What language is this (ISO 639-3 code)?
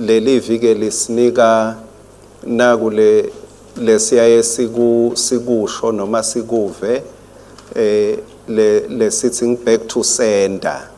ssw